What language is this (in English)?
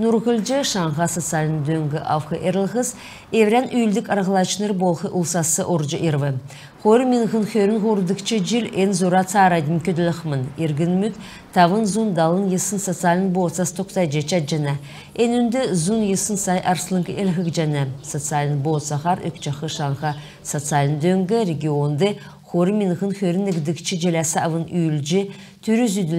Kalmyk